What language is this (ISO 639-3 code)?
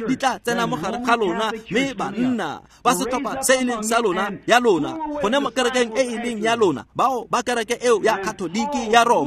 tsn